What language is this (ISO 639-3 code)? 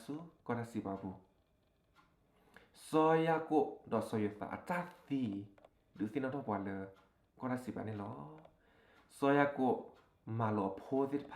ksw